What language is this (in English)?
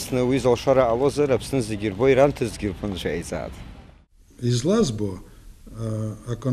Abkhazian